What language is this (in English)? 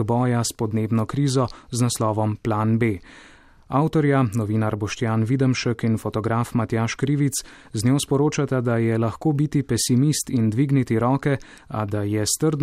Slovenian